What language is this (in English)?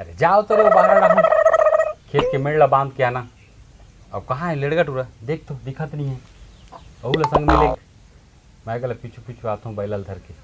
Chhattisgarhi